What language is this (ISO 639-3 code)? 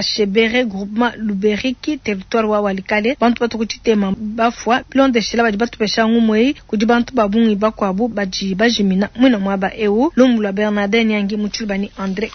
lua